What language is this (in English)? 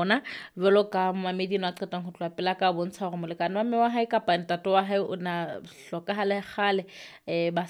Southern Sotho